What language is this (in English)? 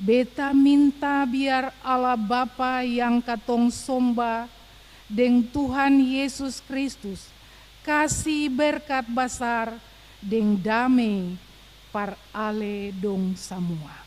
Ambonese Malay